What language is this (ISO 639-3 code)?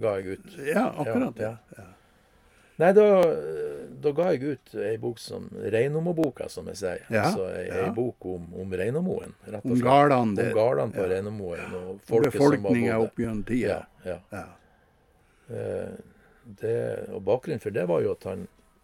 nor